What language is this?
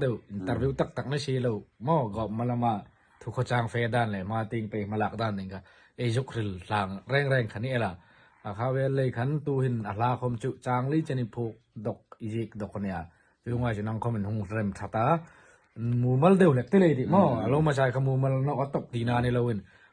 Hmar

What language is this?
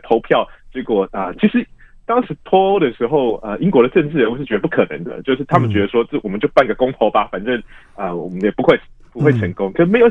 Chinese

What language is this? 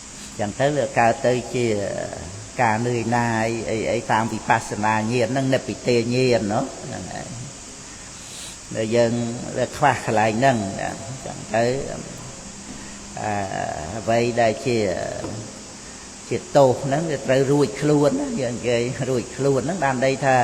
Khmer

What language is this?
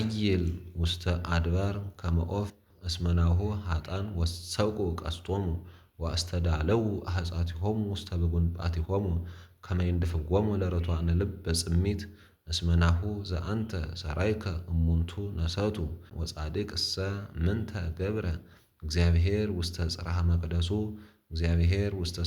Geez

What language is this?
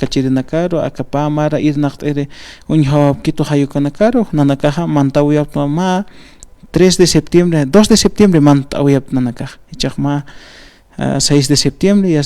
Aymara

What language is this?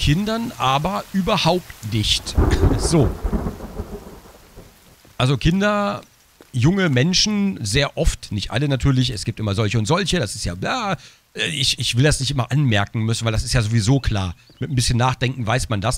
German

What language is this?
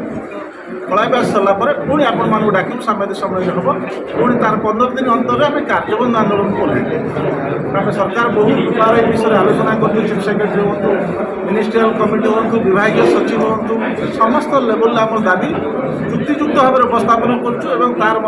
Odia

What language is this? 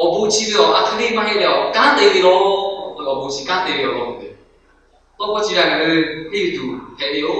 Lahu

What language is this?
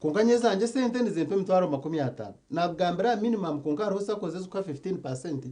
Nyankole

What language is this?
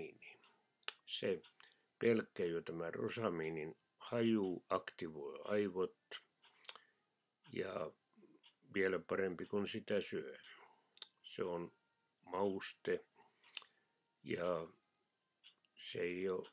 Finnish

